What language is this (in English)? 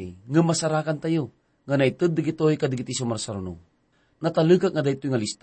Iloko